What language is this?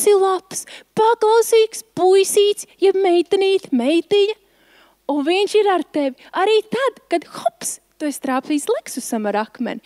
Latvian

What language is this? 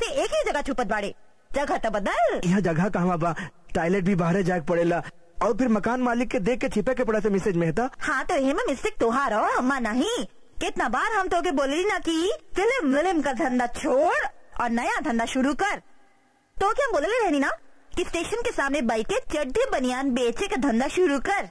Bhojpuri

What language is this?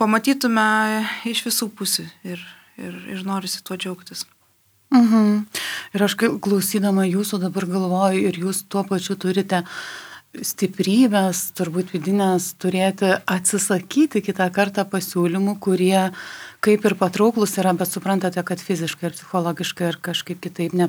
Lithuanian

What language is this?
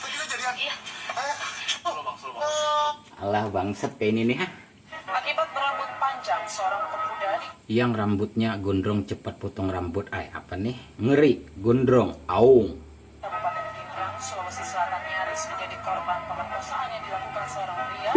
Banjar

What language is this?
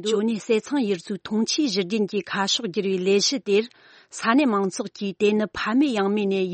Tibetan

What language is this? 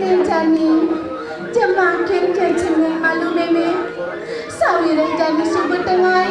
Balinese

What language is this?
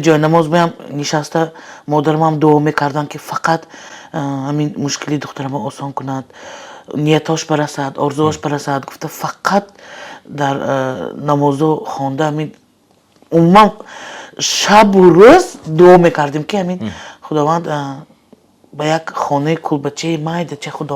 Tajik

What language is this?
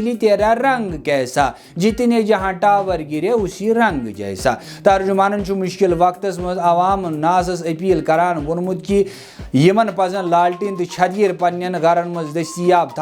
Kashmiri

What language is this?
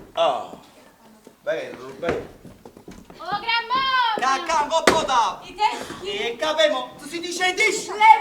Neapolitan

